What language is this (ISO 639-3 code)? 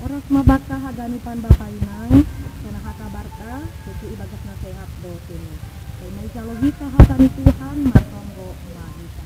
bts